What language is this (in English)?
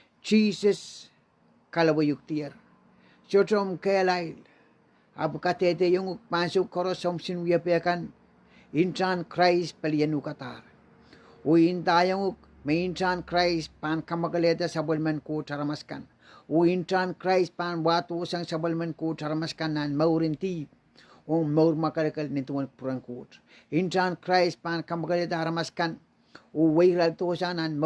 Pohnpeian